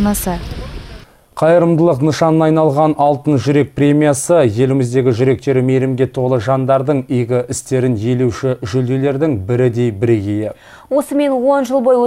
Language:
Kazakh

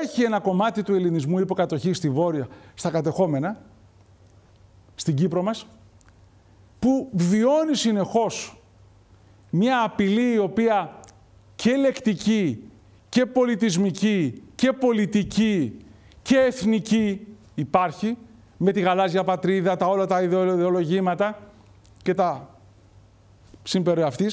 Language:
Greek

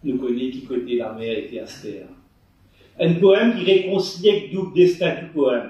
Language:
Morisyen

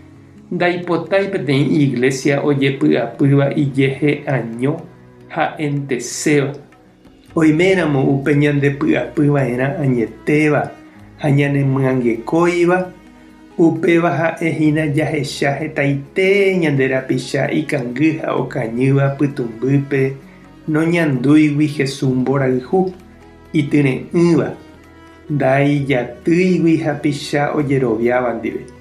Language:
Guarani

